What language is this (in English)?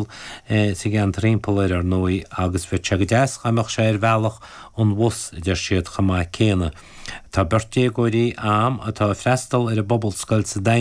Irish